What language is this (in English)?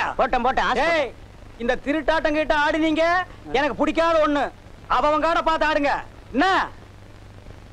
Tamil